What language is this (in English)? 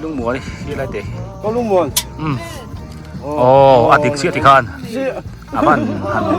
Biete